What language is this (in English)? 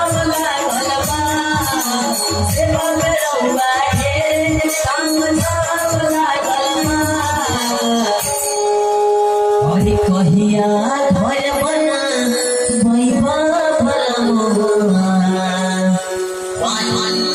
Bhojpuri